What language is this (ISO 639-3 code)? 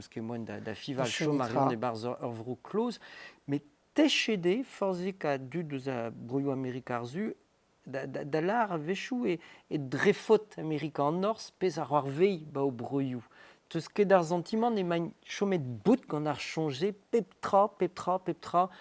bre